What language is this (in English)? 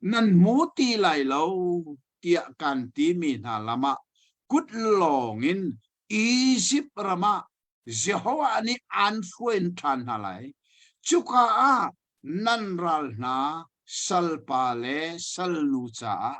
Hakha Chin